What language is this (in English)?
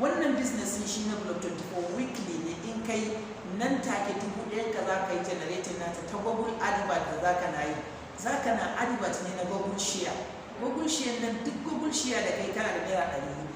Hausa